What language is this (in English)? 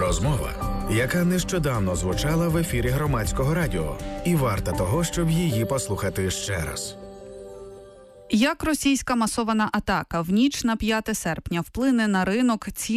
Ukrainian